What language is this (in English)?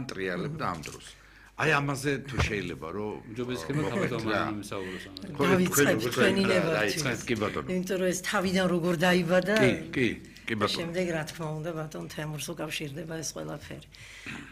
Georgian